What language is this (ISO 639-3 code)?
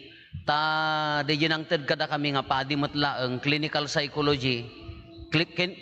ilo